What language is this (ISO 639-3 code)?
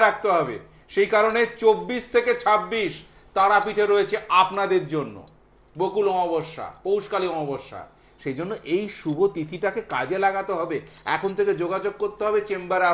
ben